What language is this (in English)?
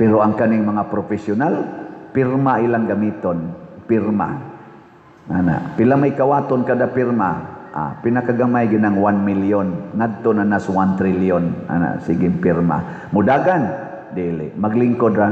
Cebuano